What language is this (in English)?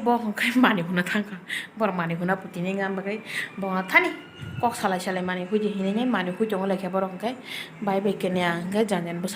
Kok Borok